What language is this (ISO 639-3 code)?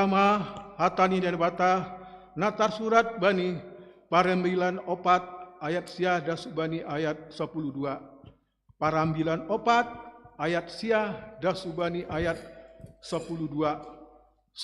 bts